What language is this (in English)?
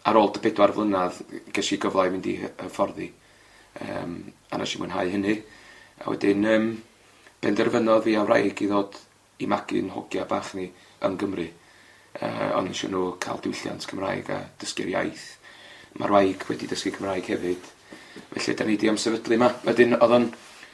Welsh